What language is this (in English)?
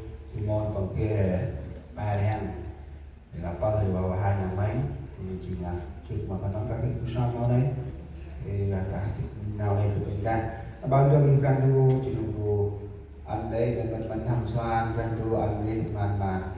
Central Mnong